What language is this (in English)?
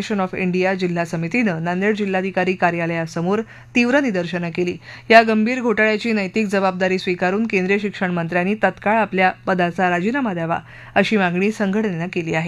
Marathi